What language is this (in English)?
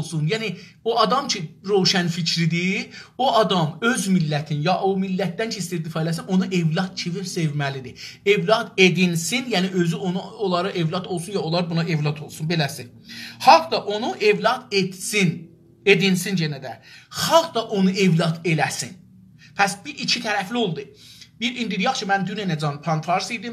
South Azerbaijani